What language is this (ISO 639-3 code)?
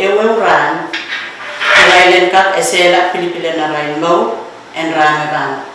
pon